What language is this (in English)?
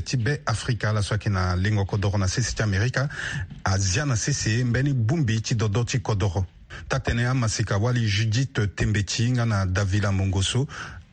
Sango